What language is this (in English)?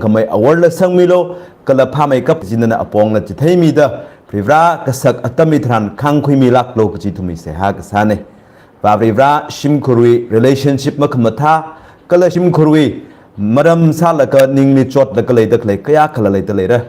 Tangkhul Naga (India)